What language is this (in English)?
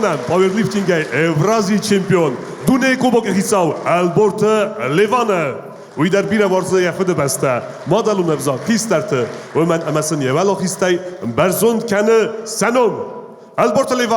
Ossetic